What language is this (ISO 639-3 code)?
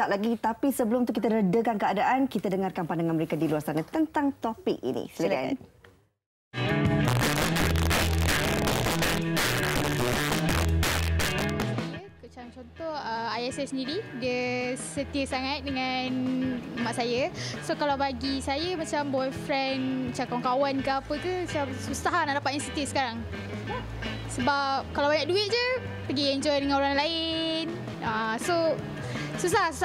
msa